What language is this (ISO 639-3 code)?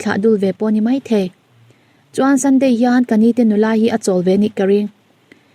lus